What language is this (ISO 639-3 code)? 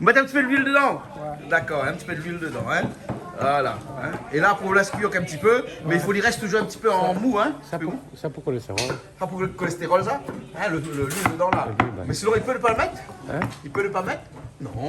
rcf